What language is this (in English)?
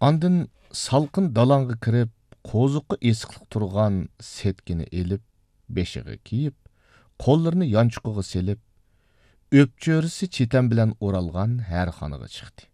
Uyghur